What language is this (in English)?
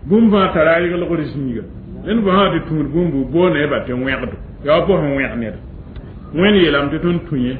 Mossi